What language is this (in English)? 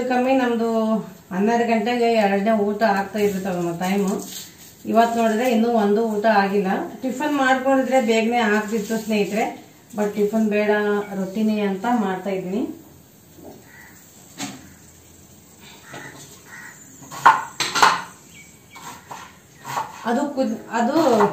Kannada